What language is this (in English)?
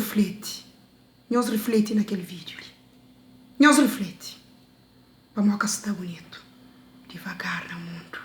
Kabuverdianu